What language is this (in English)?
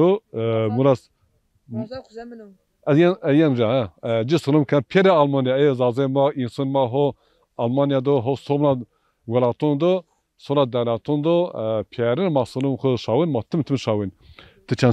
Zaza